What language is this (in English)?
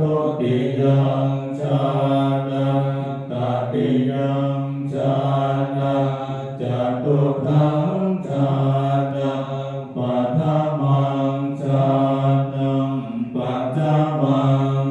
Pali